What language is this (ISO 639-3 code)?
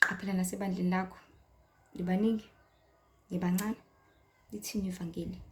zul